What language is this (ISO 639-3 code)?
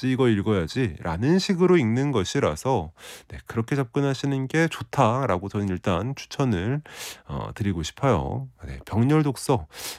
kor